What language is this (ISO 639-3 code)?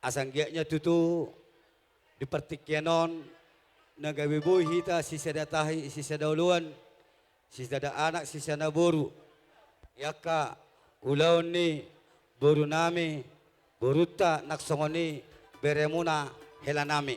bbc